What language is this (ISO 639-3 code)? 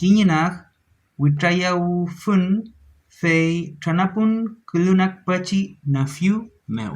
arn